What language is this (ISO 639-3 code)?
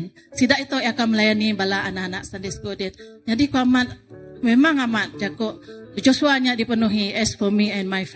iba